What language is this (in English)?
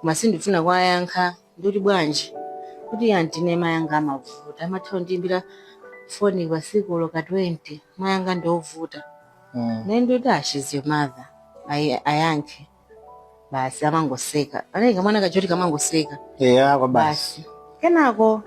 Nyanja